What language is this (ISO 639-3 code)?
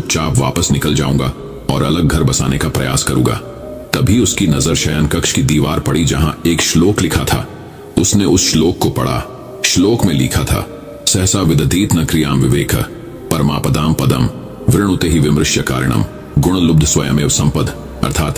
hin